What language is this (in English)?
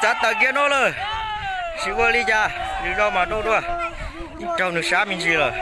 Hmong